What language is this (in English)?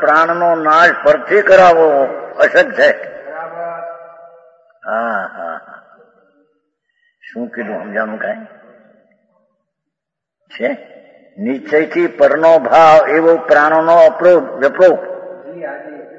Gujarati